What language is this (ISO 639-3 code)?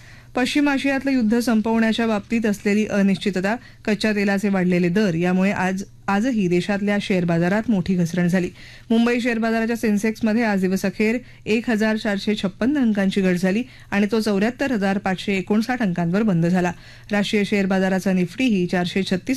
mar